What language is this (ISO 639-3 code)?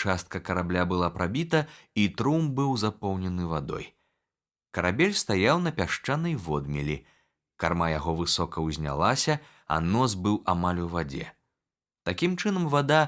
bel